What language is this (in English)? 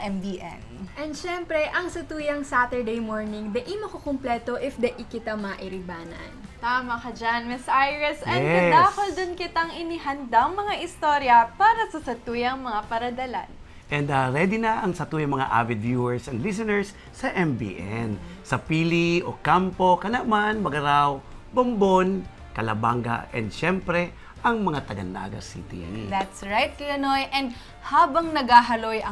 Bikol